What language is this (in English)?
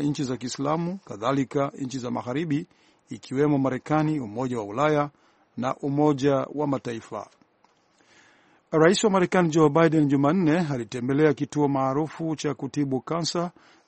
Swahili